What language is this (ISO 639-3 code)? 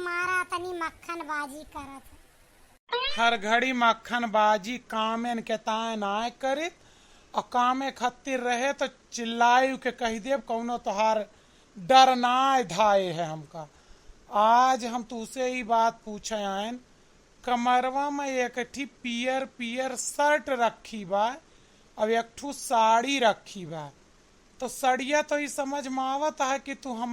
awa